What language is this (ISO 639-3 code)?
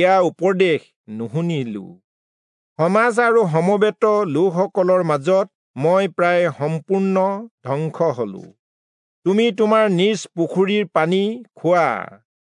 asm